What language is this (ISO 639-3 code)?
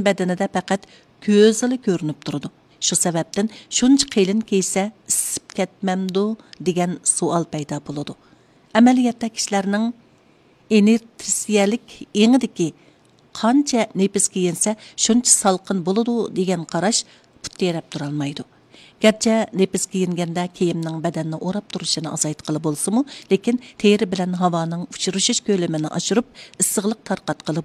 uig